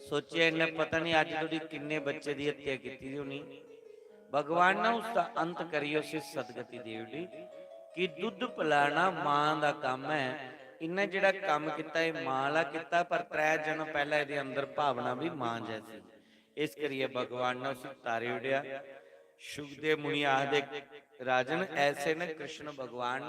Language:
Dogri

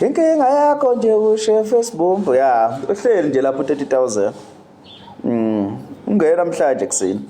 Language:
Zulu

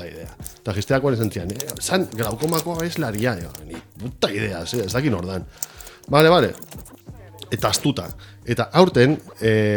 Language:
Basque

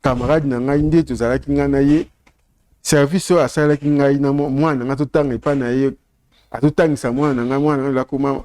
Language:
Lingala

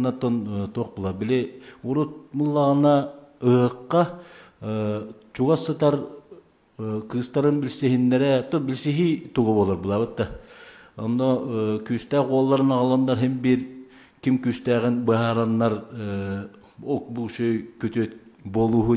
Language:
Yakut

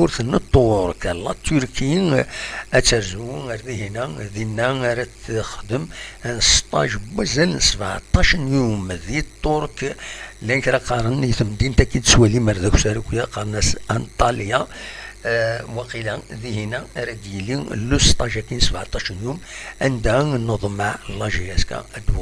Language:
Kabyle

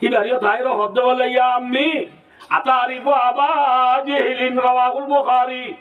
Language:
Rohingya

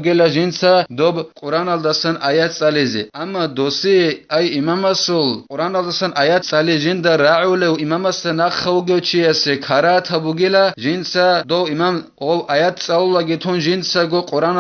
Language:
Avaric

